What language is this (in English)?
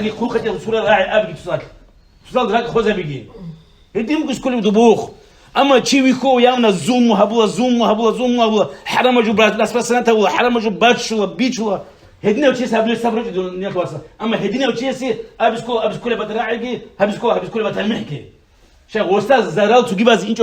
Avaric